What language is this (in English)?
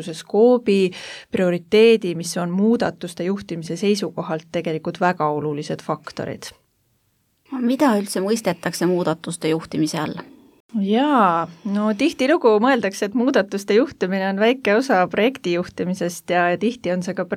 Estonian